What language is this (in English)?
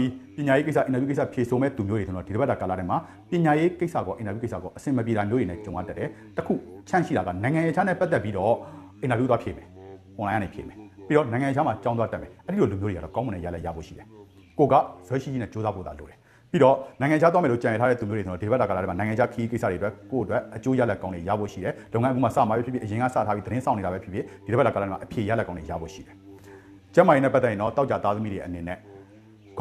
Burmese